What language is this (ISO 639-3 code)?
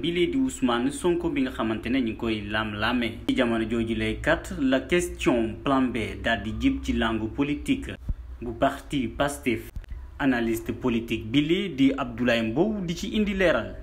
wol